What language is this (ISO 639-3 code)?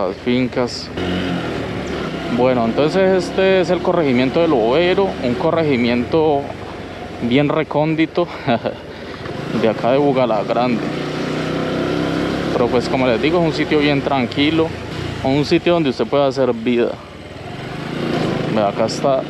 spa